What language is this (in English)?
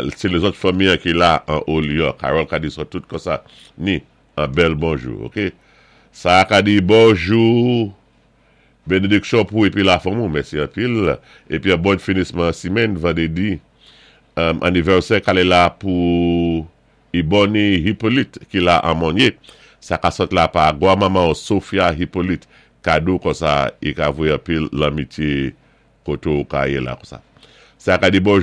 Saint Lucian Creole French